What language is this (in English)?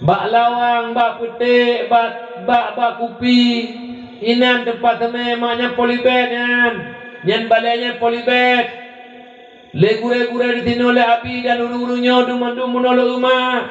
Achinese